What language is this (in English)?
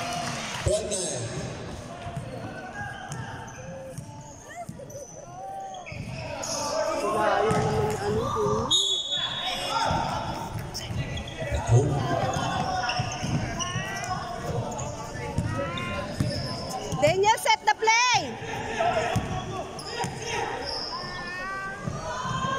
Filipino